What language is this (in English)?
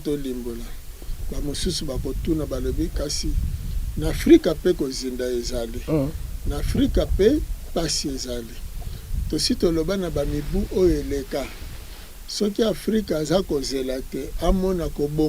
Lingala